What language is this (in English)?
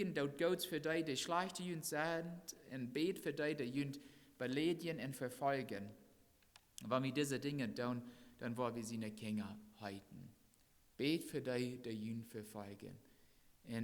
Plautdietsch